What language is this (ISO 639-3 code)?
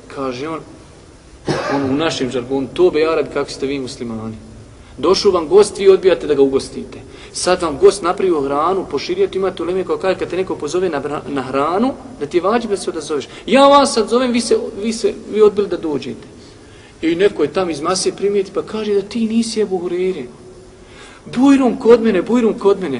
bos